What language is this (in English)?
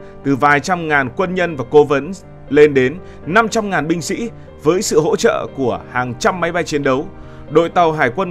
Vietnamese